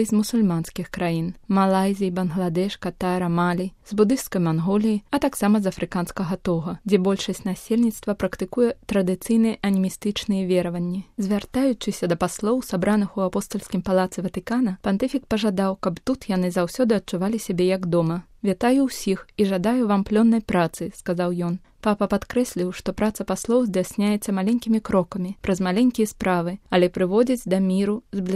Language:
Belarusian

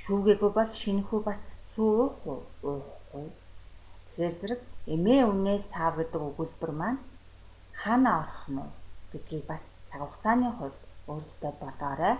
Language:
Mongolian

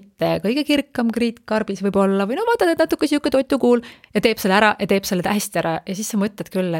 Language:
Estonian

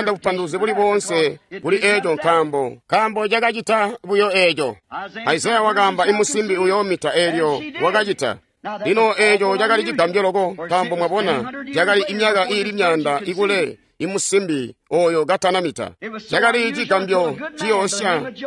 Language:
Tonga (Zambia)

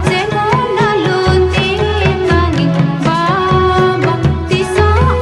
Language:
Santali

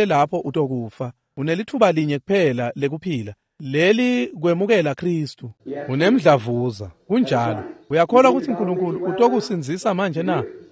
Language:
Swati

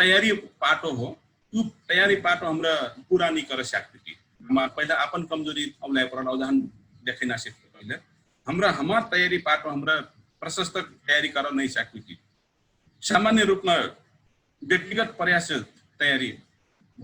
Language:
Dangaura Tharu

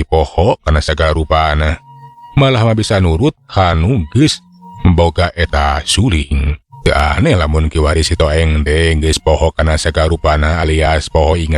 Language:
Sundanese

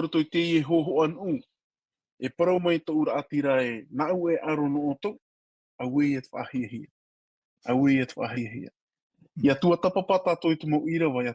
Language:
Tahitian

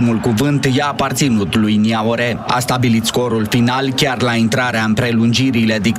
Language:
Romanian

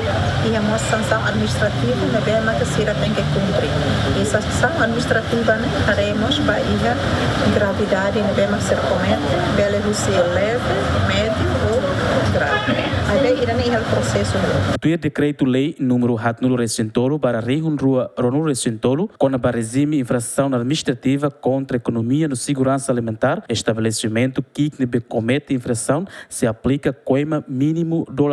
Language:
Tetum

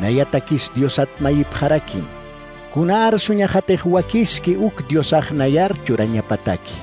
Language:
Aymara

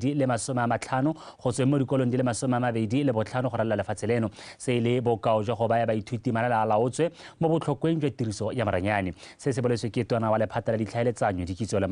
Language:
Tswana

